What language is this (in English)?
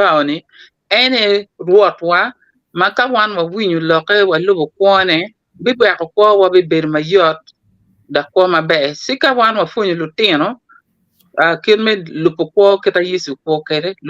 Acoli